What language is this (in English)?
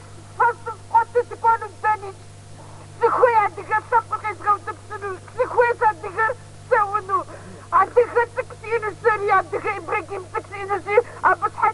Kabardian